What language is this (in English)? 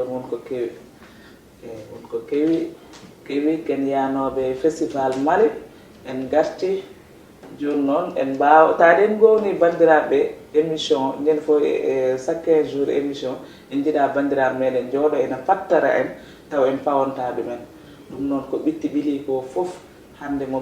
Fula